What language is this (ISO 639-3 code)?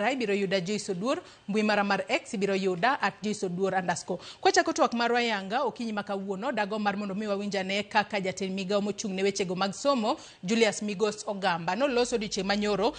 luo